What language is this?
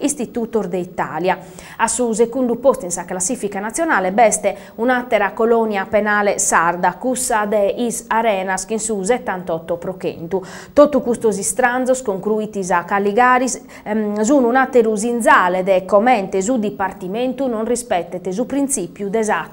Sardinian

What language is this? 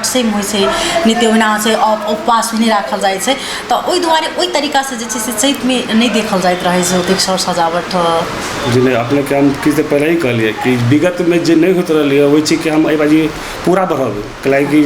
Maithili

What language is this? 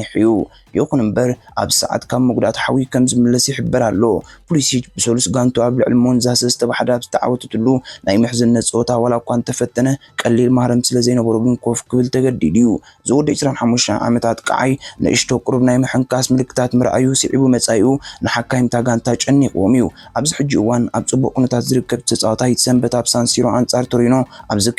Tigrinya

